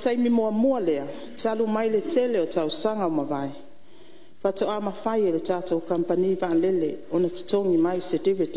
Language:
Samoan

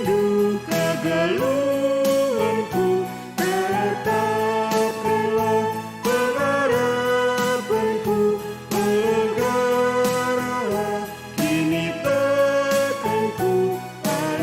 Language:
Batak Karo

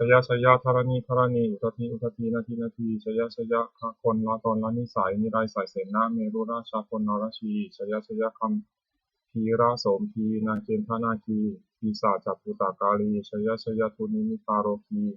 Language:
Pali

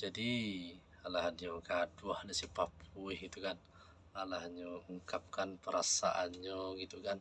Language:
Minangkabau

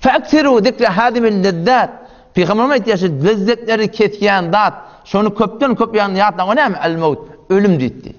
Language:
Turkmen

